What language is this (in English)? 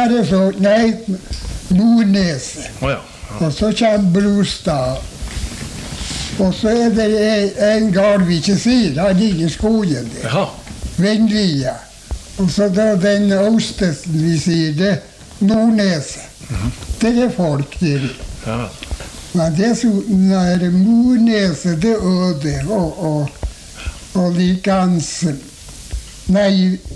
Norwegian